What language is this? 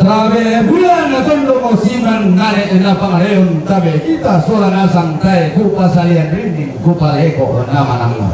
Toraja-Sa'dan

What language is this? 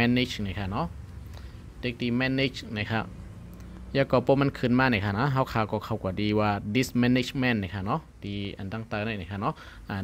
Shan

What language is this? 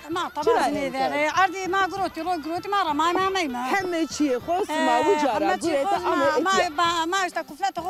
Zaza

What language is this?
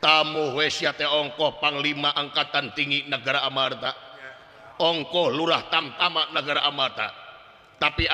Sundanese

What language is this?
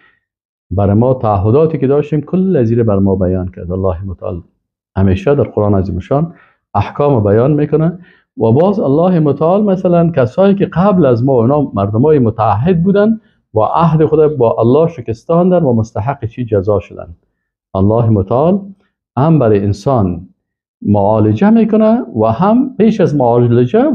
Persian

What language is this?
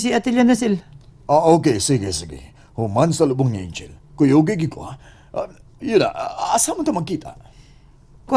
Cebuano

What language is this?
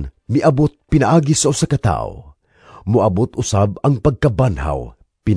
Cebuano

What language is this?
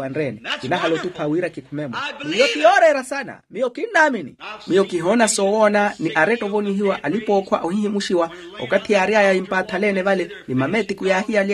Makhuwa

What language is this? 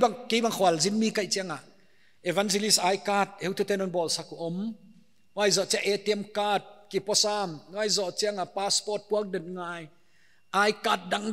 Paite Chin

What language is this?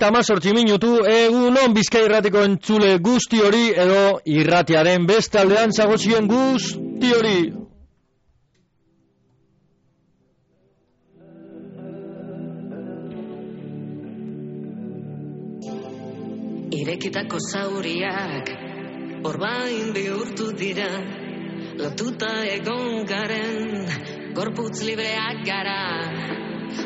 Basque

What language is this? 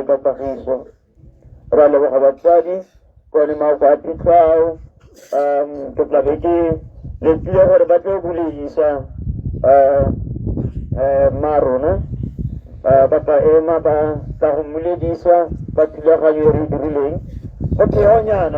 Tswana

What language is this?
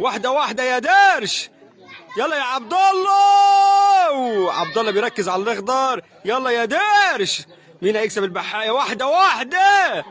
Egyptian Arabic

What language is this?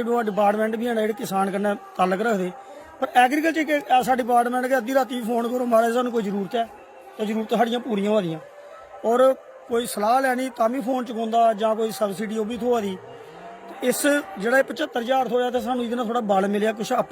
Dogri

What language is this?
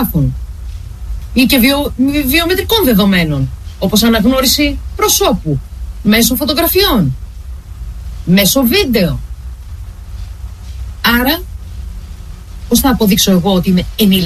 Greek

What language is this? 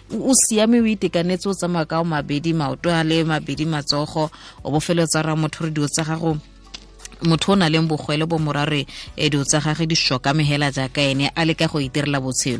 Tswana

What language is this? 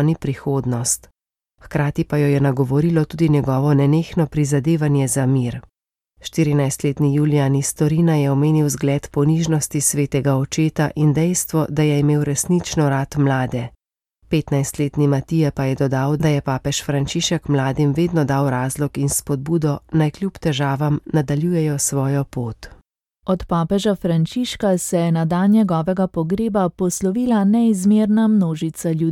Slovenian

